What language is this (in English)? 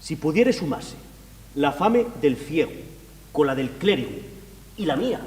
Asturian